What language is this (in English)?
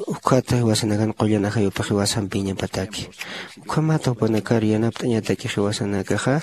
Aymara